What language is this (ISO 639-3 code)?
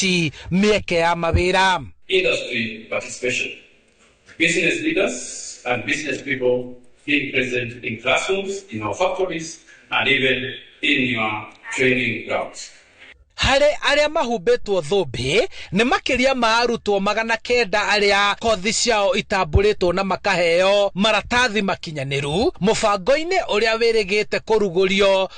kik